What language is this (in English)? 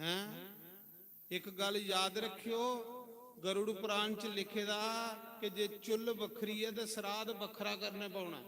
Dogri